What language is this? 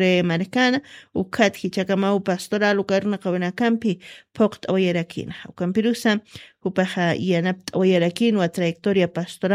Aymara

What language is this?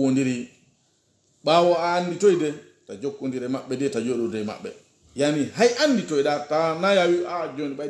Pular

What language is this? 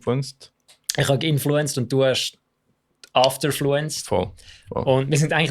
Swiss German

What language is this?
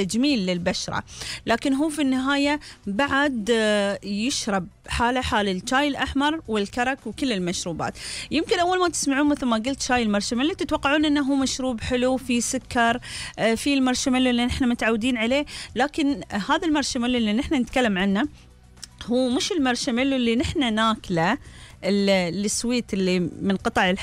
Gulf Arabic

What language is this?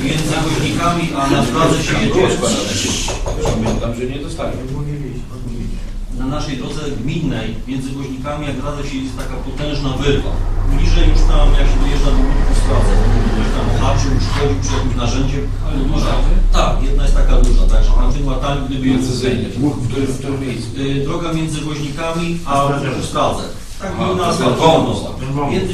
Polish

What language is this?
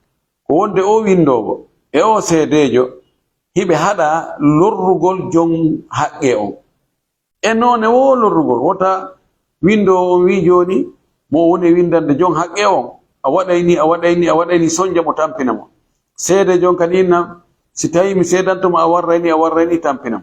Fula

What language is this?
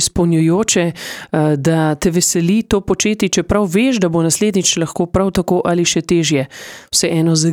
Slovenian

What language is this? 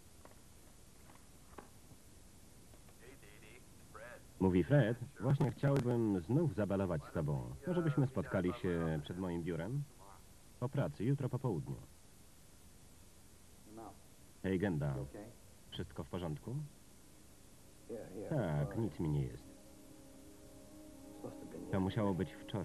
Polish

